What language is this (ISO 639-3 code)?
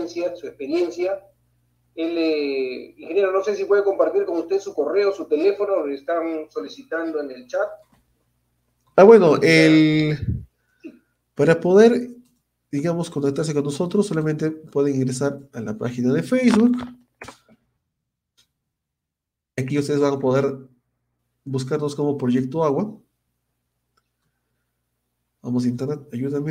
spa